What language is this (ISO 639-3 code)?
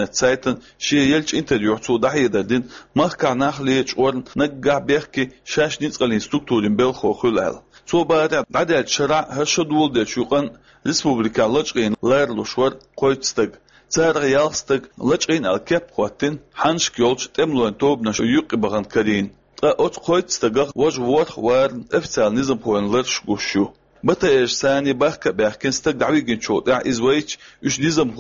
che